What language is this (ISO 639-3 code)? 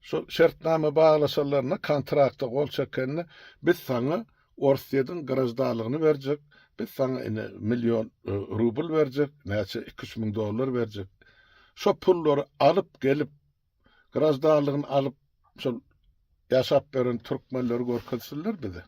tuk